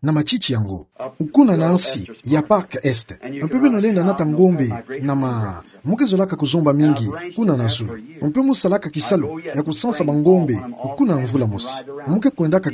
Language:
Kituba (Democratic Republic of Congo)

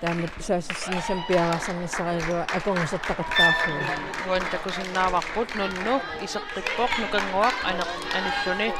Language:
Kalaallisut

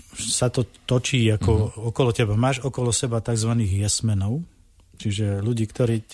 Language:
Slovak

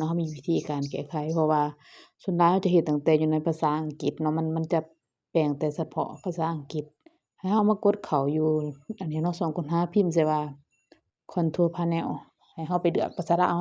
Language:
Lao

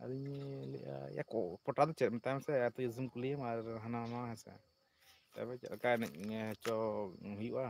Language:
Santali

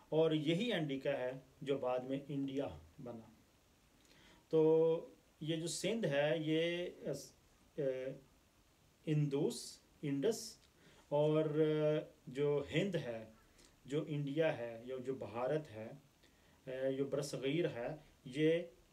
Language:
Urdu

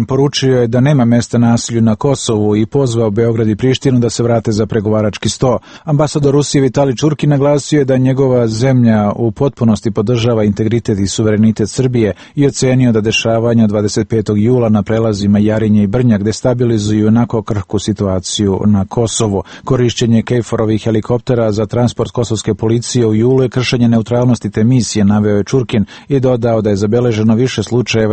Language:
Serbian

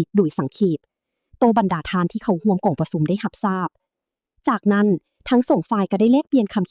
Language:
Lao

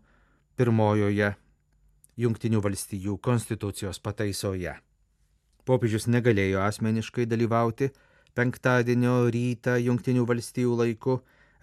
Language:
Lithuanian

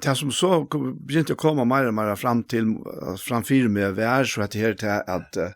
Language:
Faroese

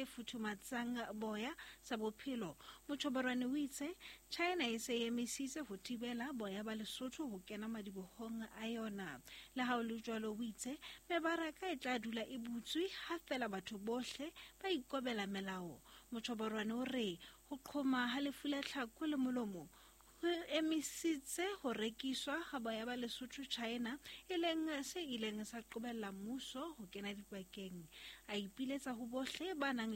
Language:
Southern Sotho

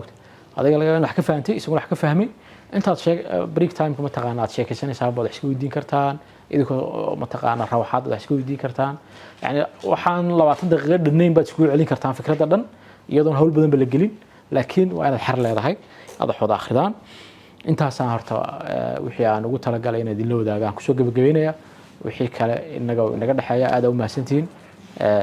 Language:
Somali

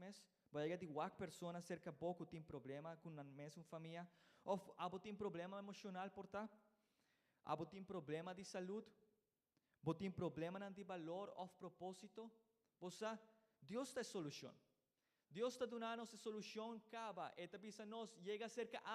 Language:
Papiamento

